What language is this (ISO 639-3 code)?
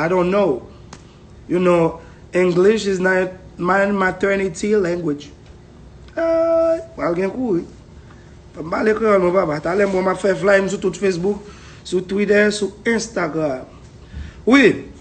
hat